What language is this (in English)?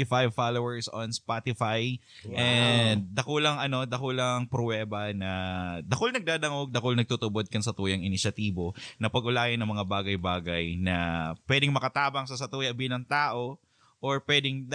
Bikol